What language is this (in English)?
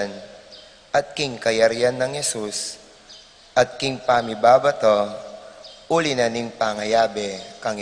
Pampanga